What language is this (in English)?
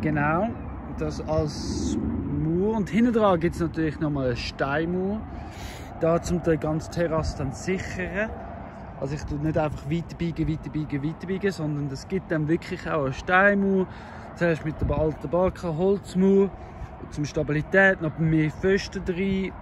Swiss German